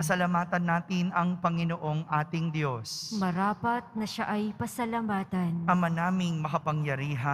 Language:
Filipino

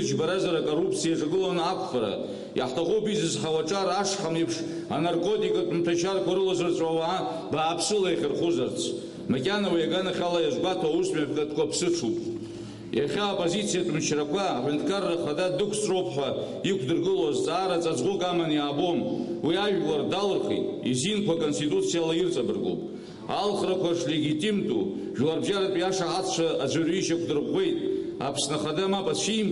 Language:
Abkhazian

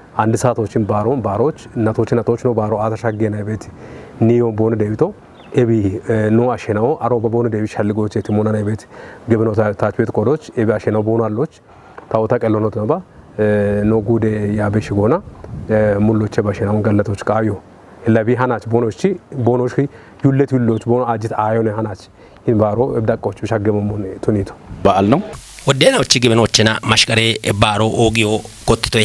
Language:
Kafa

